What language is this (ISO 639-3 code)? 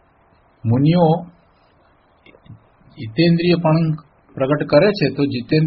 guj